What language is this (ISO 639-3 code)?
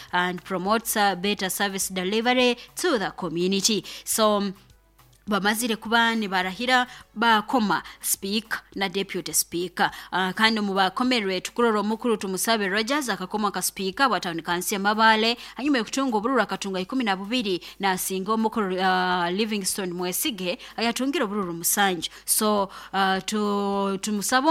nyo